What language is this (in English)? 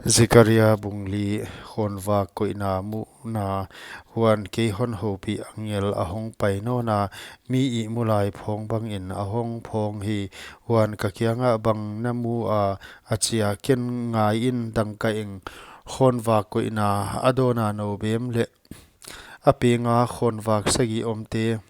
Paite Chin